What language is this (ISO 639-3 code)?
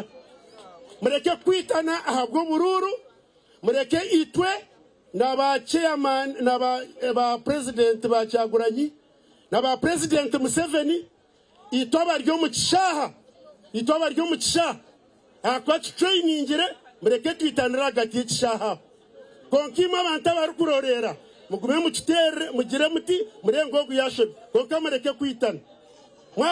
nyn